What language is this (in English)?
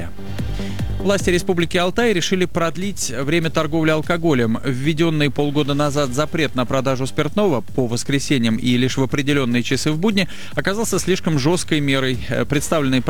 Russian